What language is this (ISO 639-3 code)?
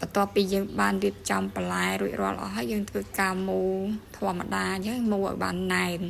khm